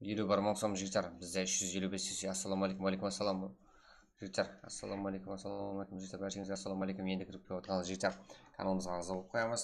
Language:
Kara-Kalpak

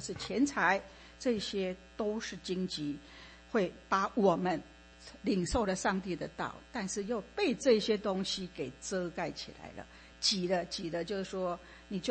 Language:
Chinese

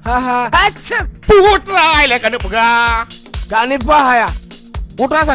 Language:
Achinese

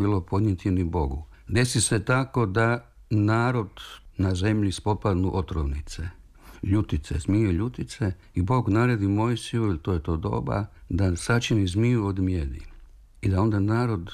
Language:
Serbian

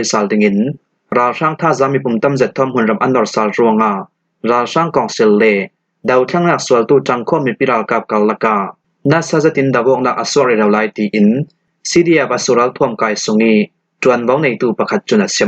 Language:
Falam Chin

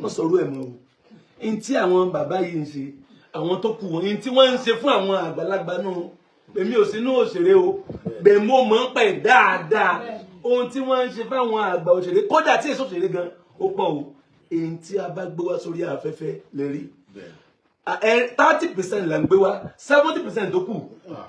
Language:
Yoruba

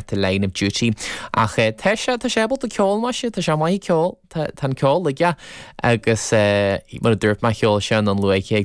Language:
Irish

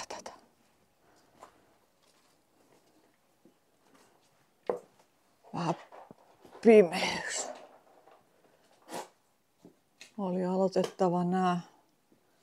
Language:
Finnish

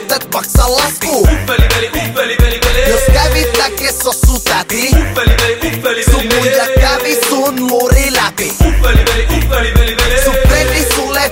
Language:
Finnish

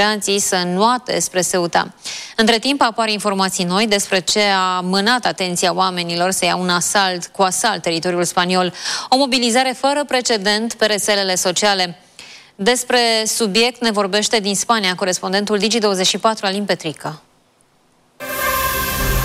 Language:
Romanian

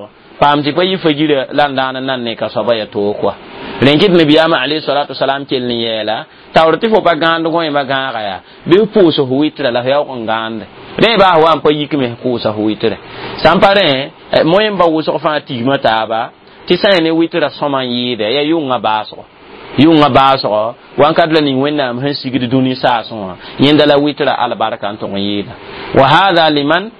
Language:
Mossi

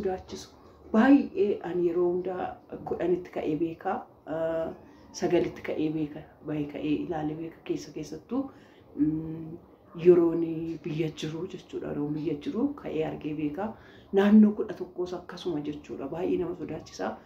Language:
Oromo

